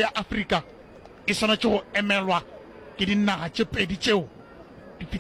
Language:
Northern Sotho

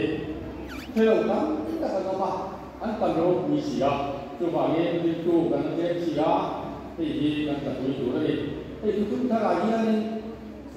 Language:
Mizo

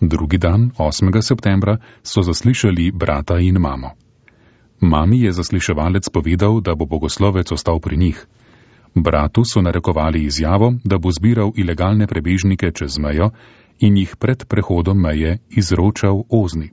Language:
Slovenian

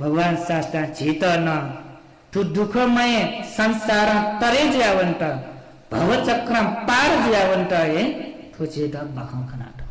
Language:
Newari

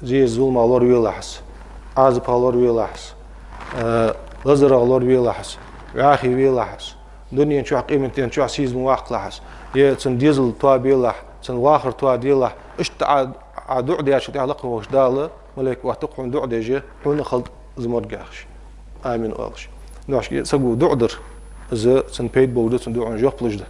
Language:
Ingush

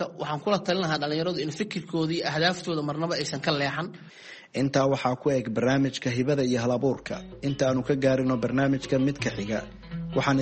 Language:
Somali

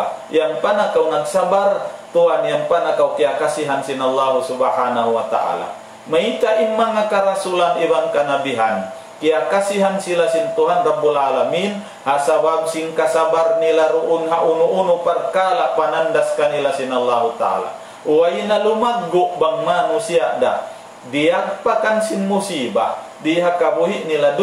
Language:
Tausug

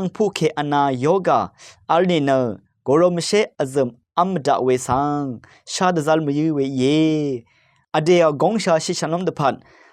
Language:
Rawang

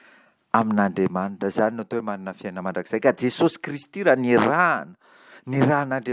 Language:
Malagasy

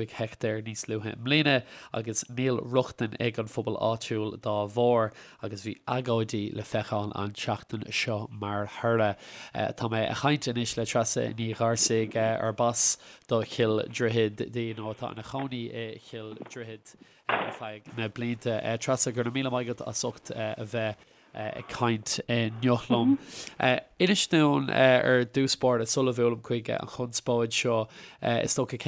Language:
Irish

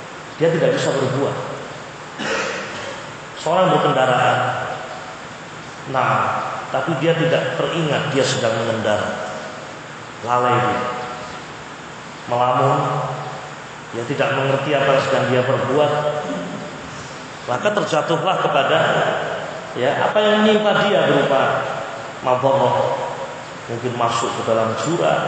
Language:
Indonesian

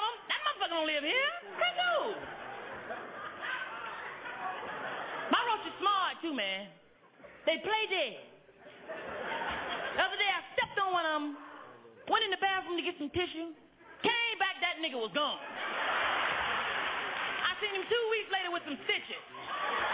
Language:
English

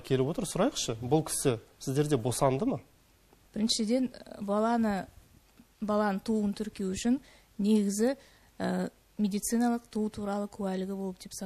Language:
Kazakh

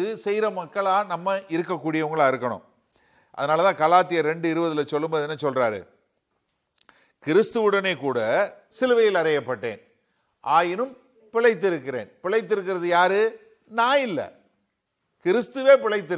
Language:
Tamil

